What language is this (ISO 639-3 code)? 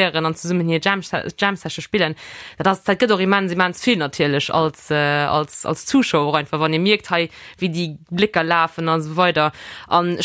ltz